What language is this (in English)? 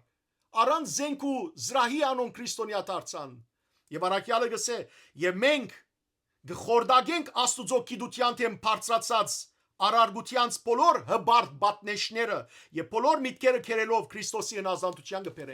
Western Armenian